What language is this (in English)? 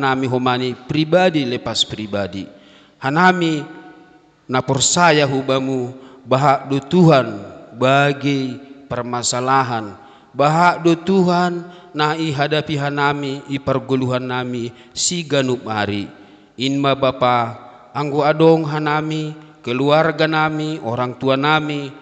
Batak Simalungun